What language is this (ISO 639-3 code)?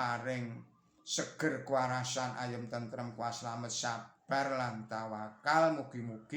jav